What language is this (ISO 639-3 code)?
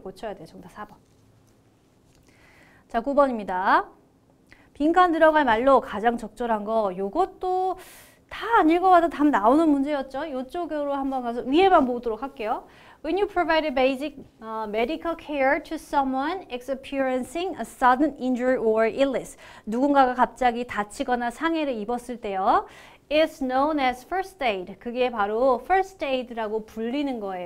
kor